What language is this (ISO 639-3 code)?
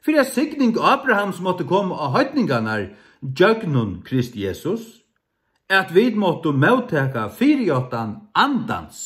fao